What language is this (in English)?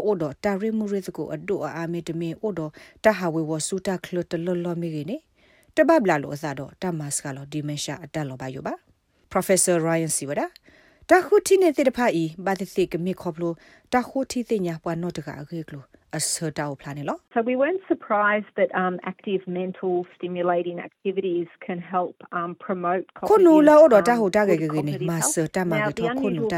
Burmese